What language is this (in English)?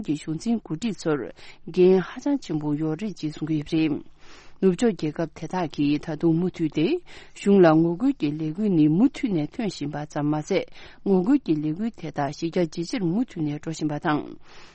Tibetan